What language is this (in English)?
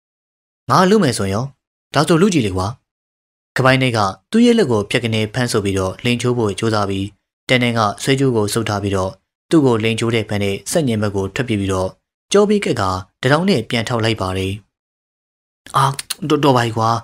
Burmese